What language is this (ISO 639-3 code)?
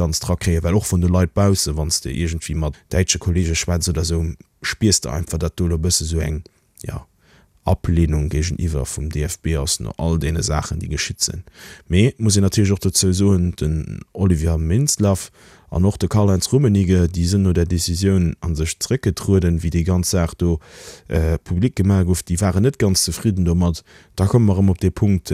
ltz